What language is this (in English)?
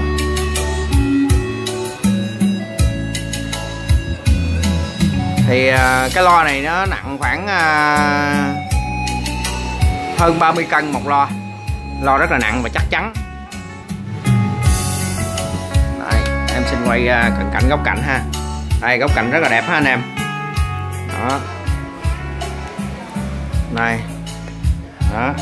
Vietnamese